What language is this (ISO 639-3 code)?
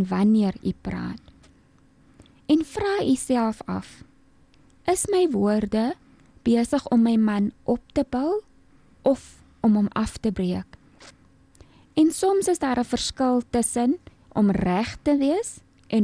afr